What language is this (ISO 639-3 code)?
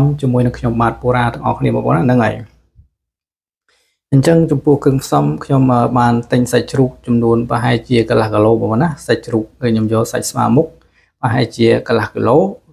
khm